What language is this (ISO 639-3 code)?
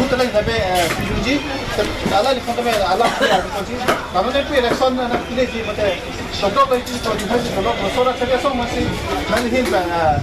mjw